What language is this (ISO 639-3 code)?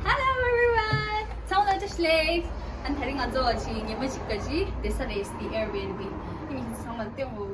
bod